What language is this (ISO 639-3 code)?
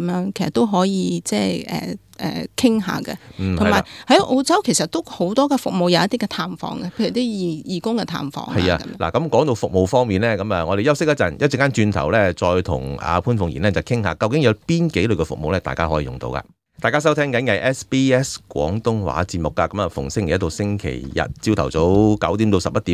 yue